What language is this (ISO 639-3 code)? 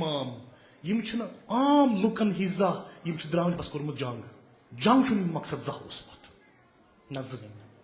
kas